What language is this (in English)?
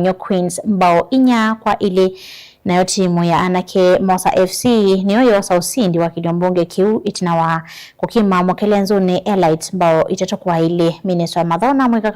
Kamba